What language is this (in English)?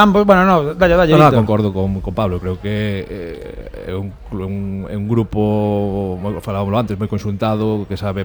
Galician